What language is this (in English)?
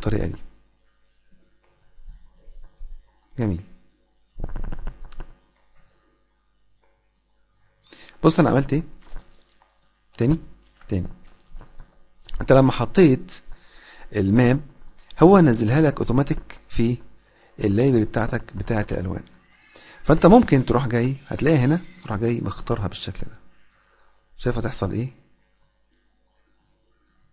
Egyptian Arabic